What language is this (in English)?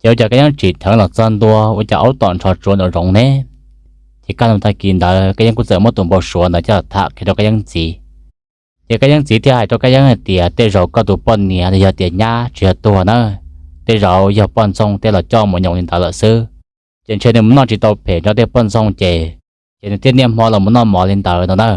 Hmong